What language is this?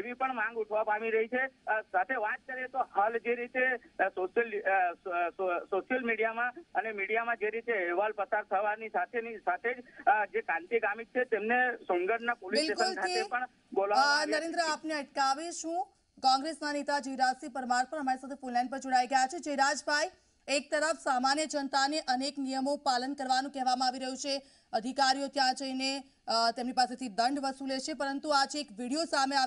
Gujarati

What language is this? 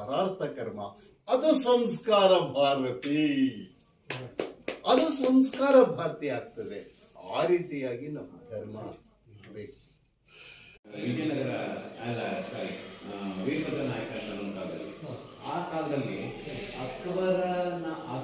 Kannada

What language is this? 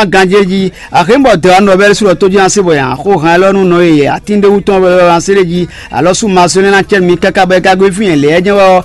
Fon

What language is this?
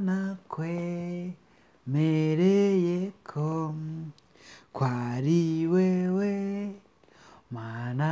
Rundi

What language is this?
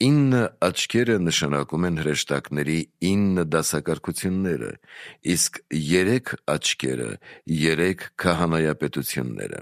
Armenian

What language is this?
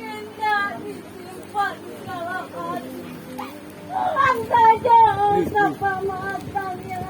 Minangkabau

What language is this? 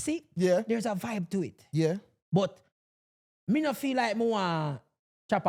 Jamaican Creole English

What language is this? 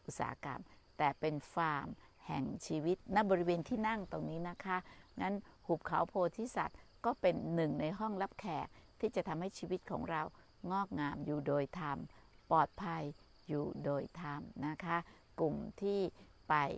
Thai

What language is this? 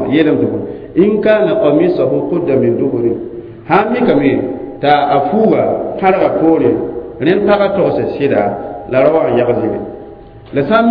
Mossi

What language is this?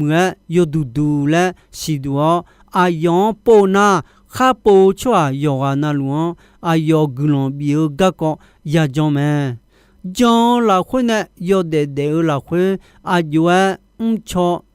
Akha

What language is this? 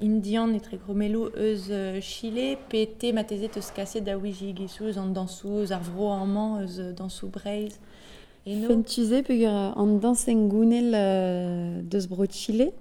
Breton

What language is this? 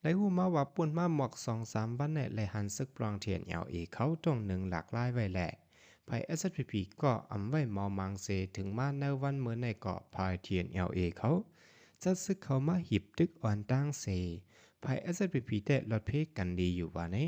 Shan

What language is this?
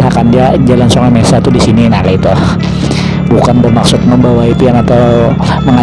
Banjar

